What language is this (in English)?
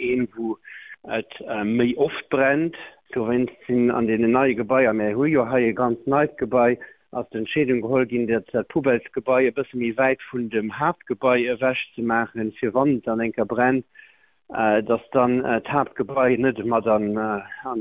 Luxembourgish